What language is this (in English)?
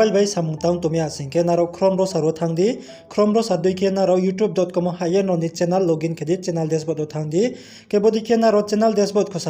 Riang (India)